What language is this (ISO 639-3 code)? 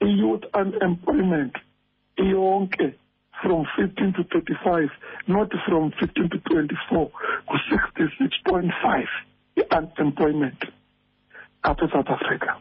xho